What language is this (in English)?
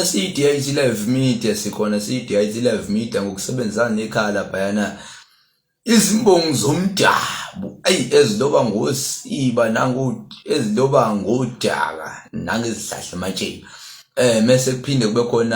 Zulu